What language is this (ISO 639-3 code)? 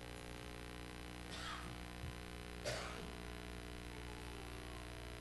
ron